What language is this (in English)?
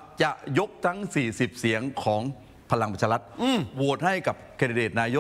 Thai